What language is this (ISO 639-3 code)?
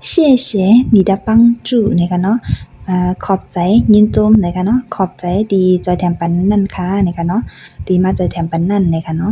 shn